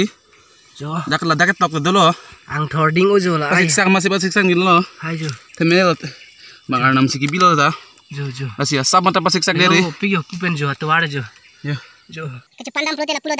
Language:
Karbi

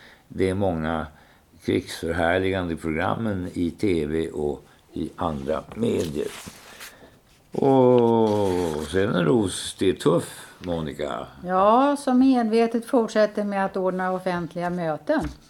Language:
Swedish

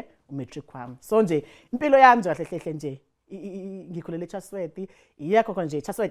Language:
Zulu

